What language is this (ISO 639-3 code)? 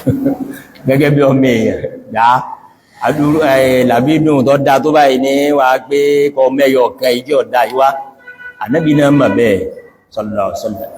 yor